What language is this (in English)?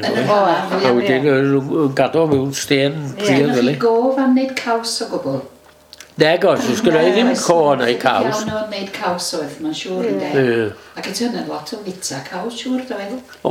Welsh